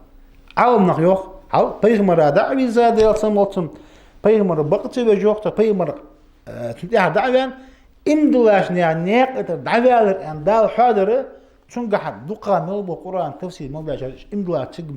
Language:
Ingush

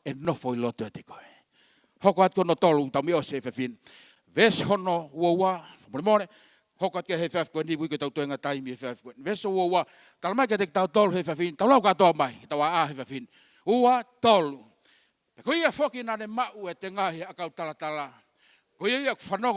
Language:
Tongan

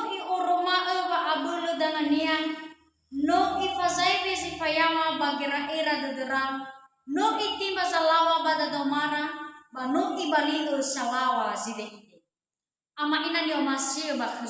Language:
Nias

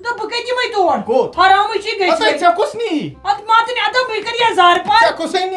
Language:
Kashmiri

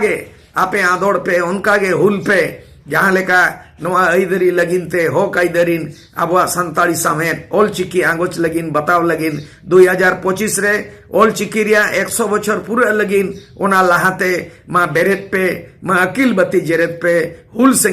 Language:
Santali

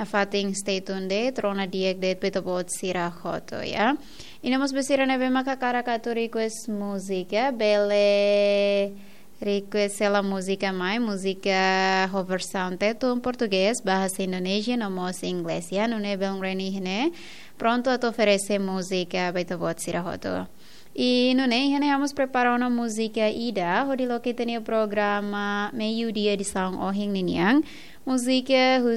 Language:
Tetum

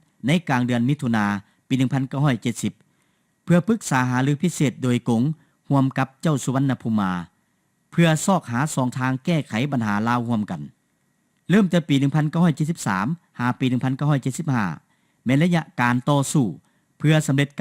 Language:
Lao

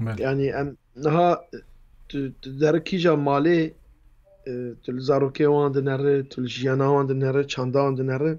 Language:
Kurdish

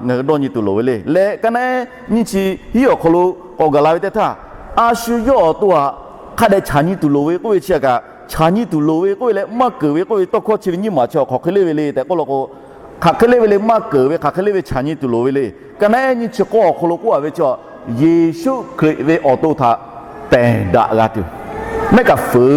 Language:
Lahu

